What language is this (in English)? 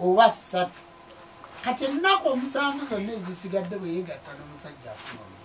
Ganda